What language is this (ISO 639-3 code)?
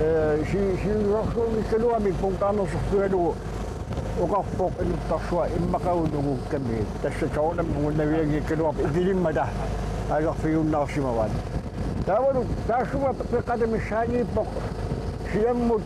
kal